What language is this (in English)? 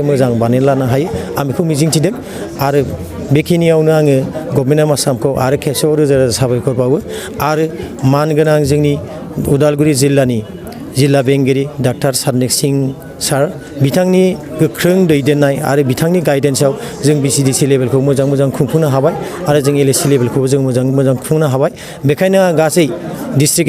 Bodo